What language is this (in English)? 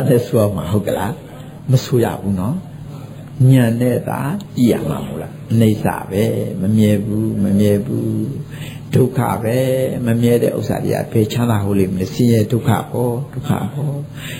Burmese